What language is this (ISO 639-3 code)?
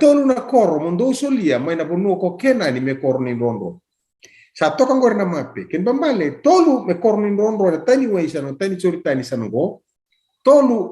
fij